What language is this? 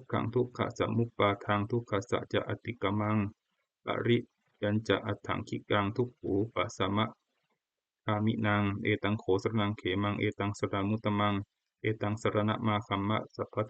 Pali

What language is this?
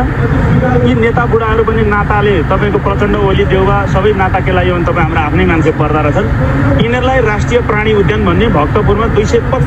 Nepali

